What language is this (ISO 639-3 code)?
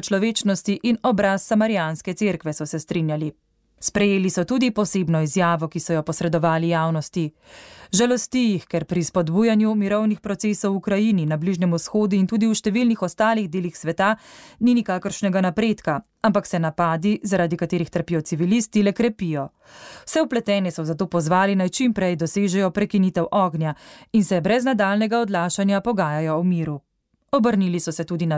slv